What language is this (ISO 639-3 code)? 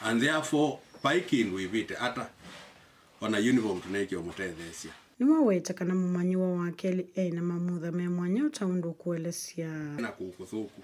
kam